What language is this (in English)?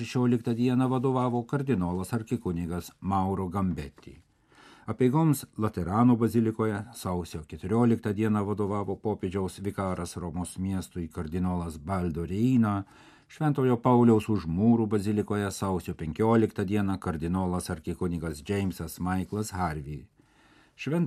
Lithuanian